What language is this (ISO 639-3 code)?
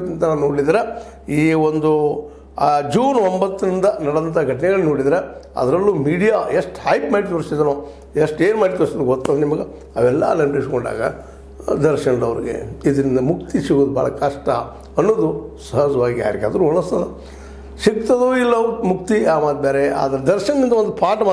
kan